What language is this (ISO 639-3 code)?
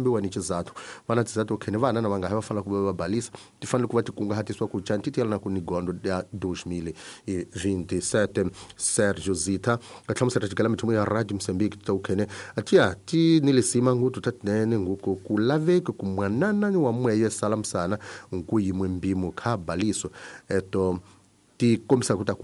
tso